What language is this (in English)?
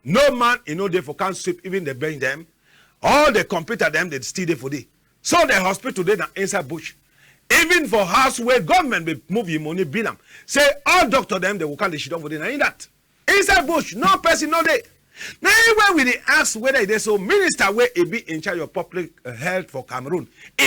Cameroon Pidgin